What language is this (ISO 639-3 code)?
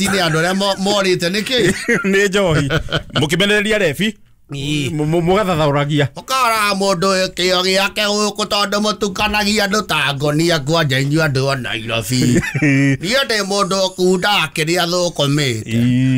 kik